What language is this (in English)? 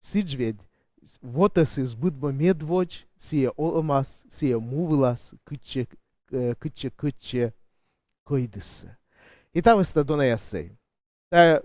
Komi